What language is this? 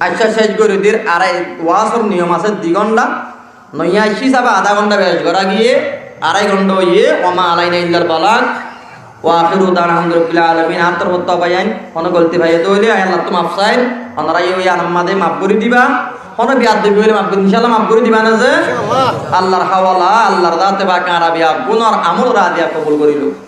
Rohingya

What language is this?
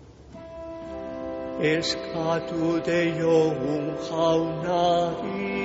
Basque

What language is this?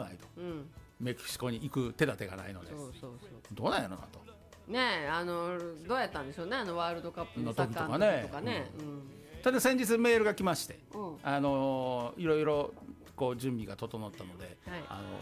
Japanese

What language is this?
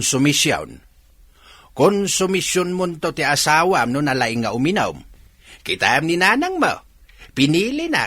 Iloko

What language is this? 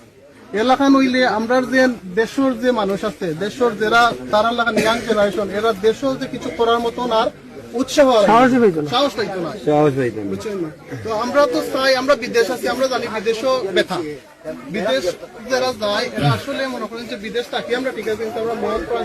Sylheti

